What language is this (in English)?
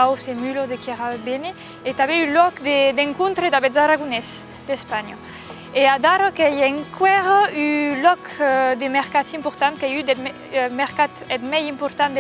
Occitan